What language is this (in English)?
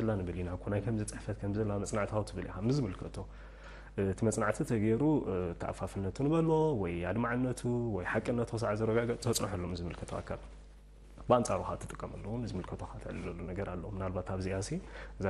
Tigrinya